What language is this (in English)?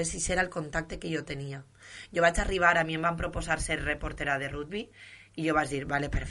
Catalan